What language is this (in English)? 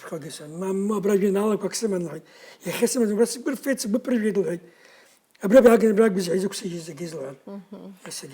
Abkhazian